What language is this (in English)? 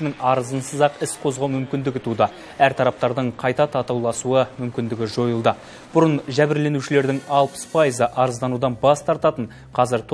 Kazakh